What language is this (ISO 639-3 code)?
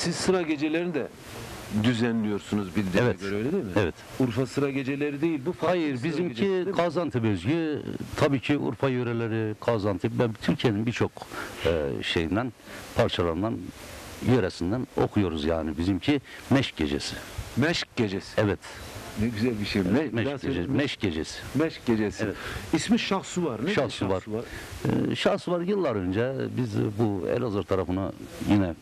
tur